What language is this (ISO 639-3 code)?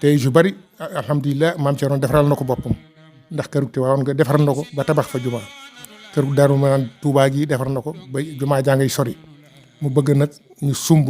wol